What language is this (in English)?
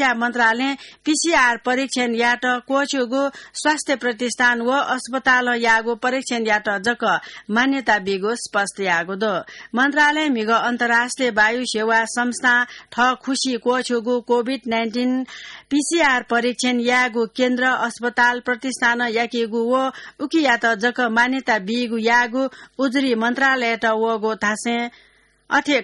Newari